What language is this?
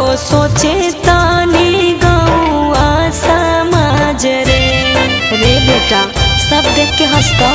Magahi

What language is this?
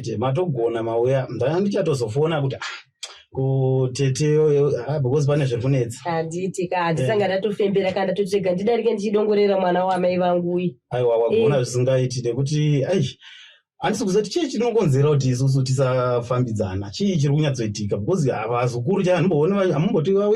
Shona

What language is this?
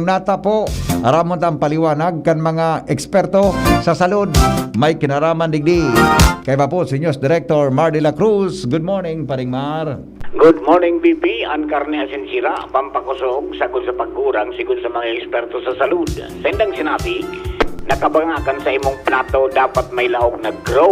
Bikol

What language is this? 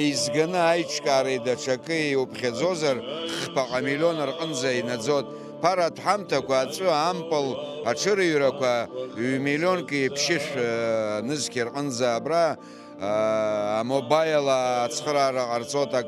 Abkhazian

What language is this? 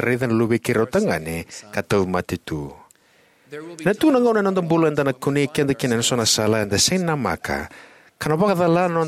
Fijian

